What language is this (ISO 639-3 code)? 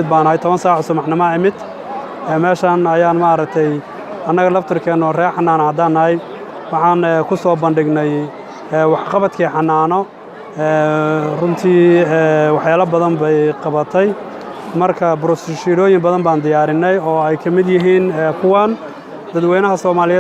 som